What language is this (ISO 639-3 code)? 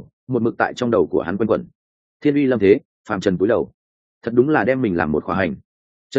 vie